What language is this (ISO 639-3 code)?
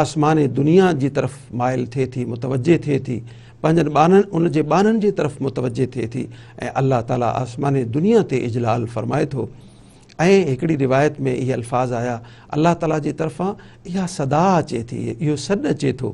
snd